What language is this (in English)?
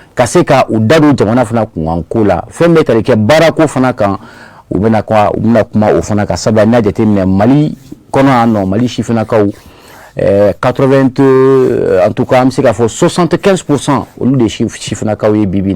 Bambara